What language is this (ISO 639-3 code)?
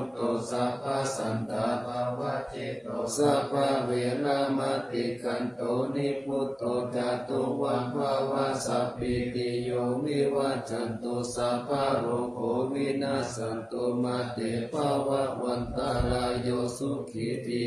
pli